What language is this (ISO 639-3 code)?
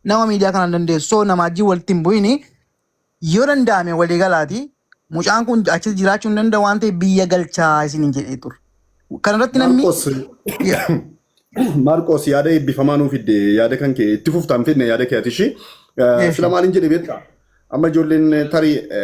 orm